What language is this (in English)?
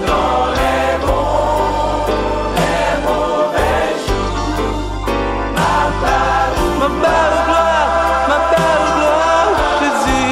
Haitian Creole